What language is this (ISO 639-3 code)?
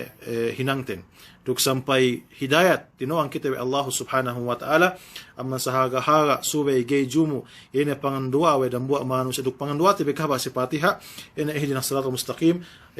yka